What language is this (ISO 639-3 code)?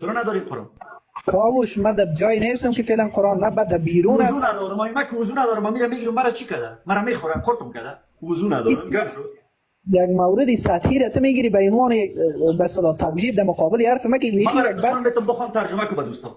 fas